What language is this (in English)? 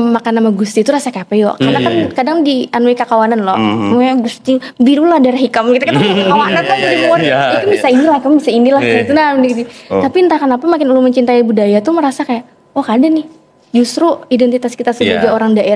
Banjar